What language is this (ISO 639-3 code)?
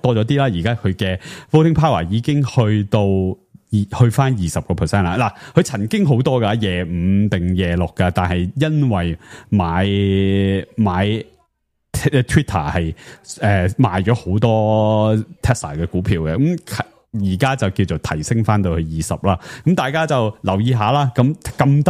yue